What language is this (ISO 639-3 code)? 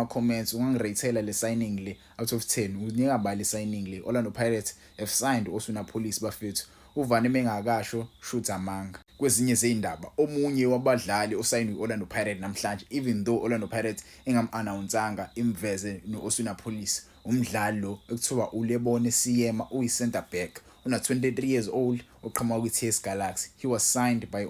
zul